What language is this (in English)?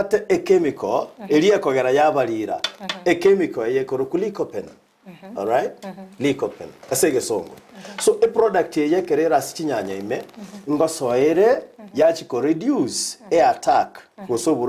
Gusii